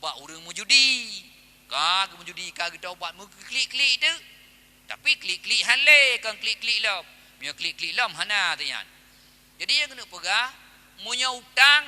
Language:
Achinese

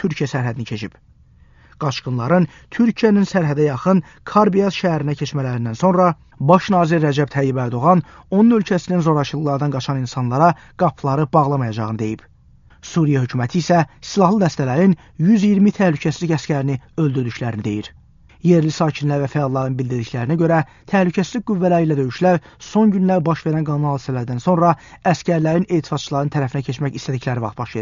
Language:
Azerbaijani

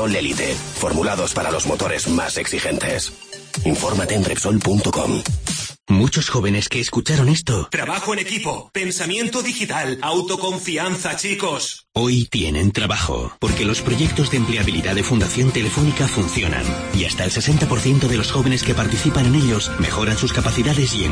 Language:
Spanish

